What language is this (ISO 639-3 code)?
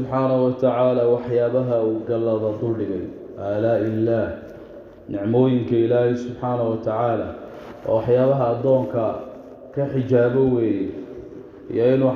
som